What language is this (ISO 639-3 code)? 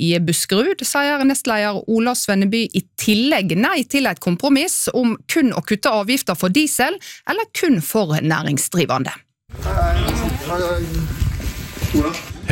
nor